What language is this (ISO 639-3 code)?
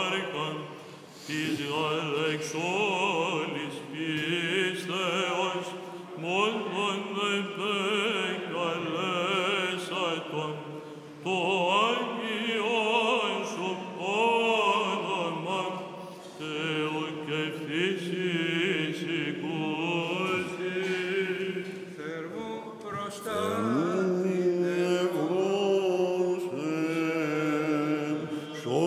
ell